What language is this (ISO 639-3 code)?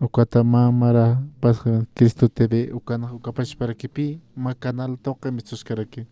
aym